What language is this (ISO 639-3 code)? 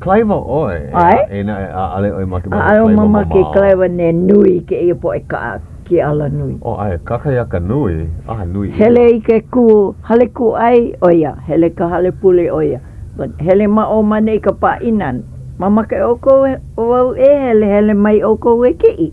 haw